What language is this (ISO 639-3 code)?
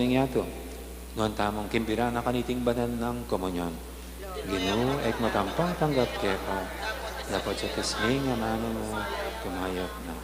pam